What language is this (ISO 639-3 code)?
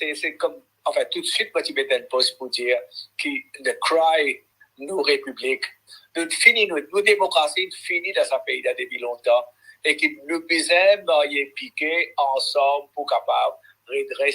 mfe